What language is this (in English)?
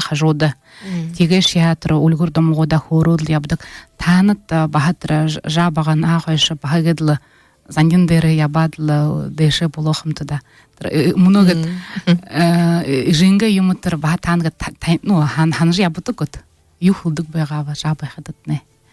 Buriat